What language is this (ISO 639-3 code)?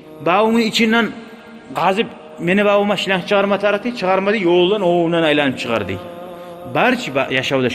kum